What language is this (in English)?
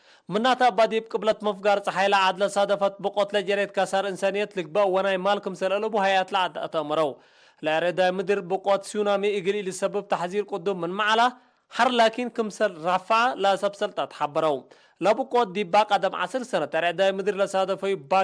Tigre